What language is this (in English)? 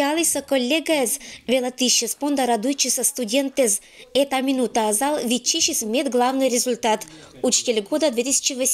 Komi-Permyak